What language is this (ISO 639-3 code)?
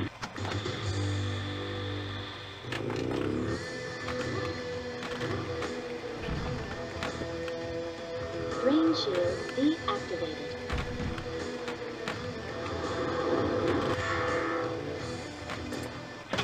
eng